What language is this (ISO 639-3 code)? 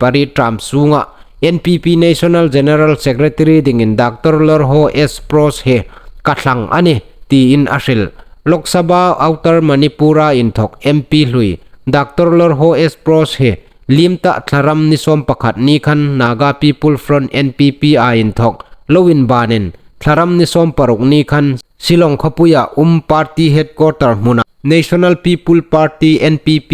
hmr